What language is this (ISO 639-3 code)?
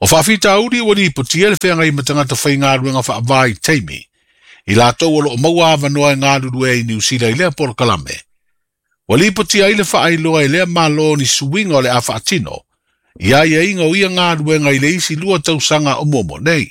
smo